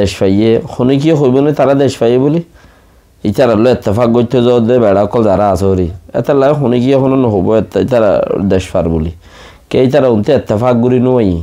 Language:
Rohingya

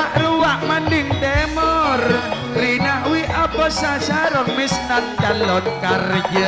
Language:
Madurese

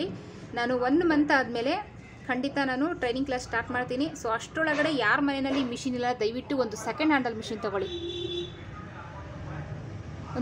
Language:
Kannada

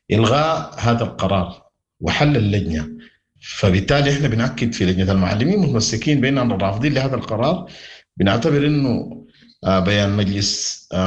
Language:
Sudanese Arabic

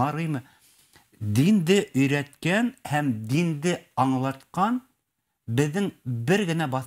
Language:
Bashkir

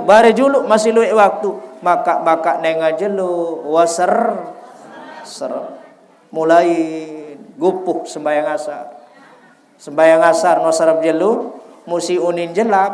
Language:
Sasak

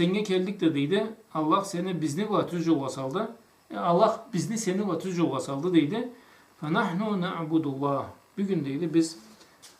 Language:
Karachay-Balkar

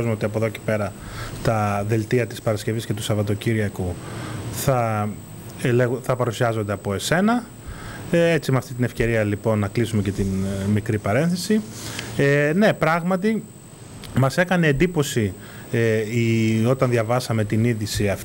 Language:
Greek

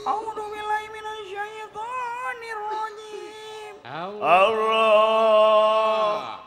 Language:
Sundanese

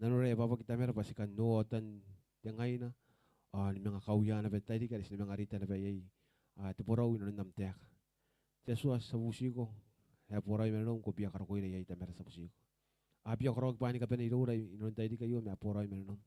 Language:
Gilbertese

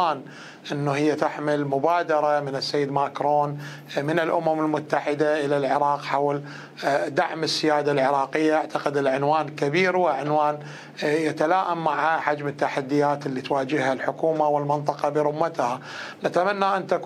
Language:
Mesopotamian Arabic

